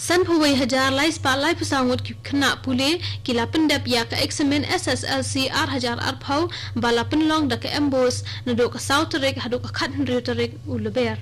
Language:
Khasi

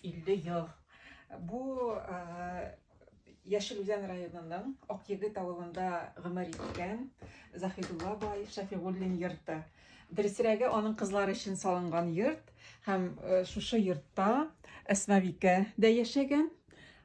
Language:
Tatar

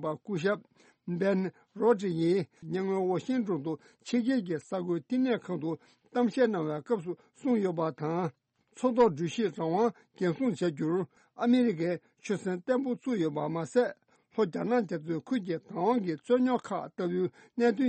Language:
Tibetan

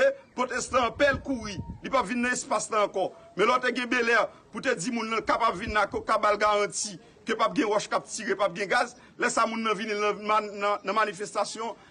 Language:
Haitian Creole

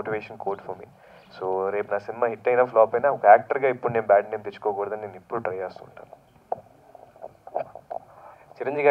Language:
Telugu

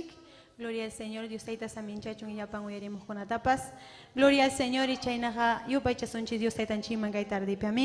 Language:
Ayacucho Quechua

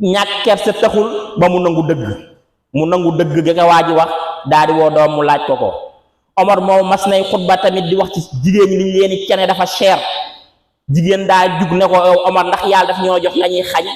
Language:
Wolof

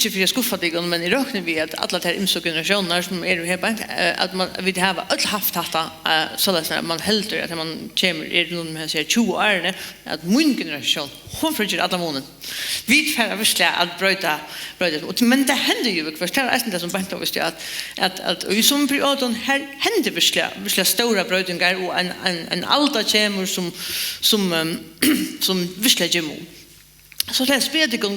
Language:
Faroese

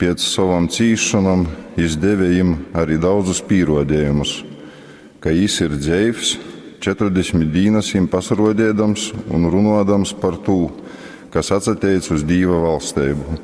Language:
Latgalian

